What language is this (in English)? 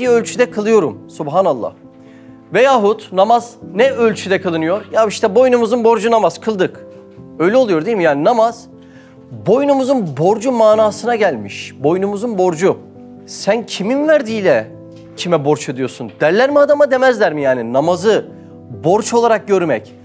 Turkish